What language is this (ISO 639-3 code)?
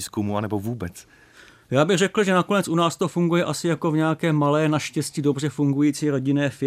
ces